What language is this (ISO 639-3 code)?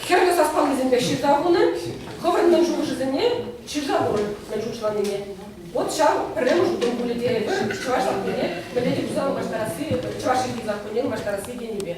chv